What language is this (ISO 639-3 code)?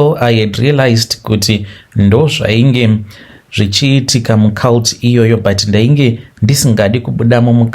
sna